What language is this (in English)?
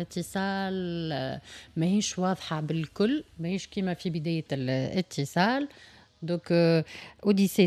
Tunisian Arabic